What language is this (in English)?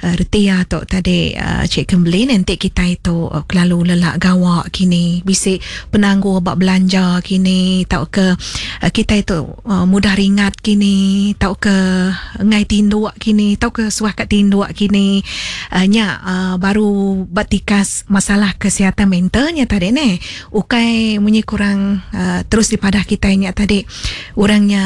Iban